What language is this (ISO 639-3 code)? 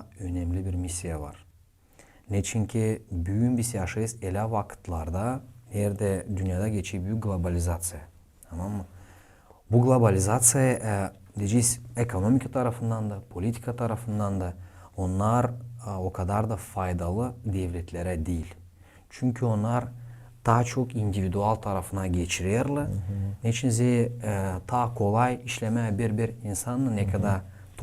gag